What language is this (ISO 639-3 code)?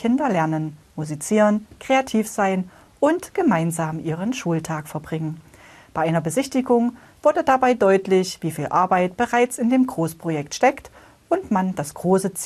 deu